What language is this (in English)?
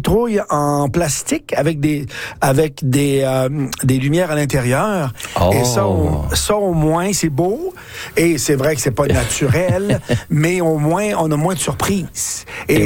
French